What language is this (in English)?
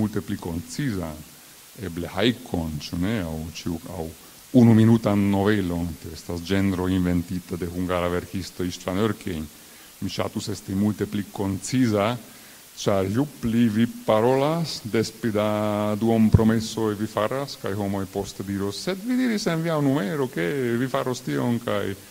Esperanto